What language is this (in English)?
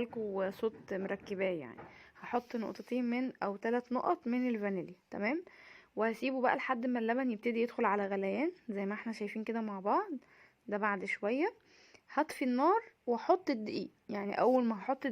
Egyptian Arabic